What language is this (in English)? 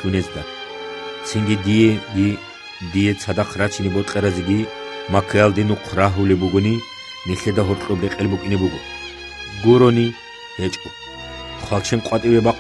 Avaric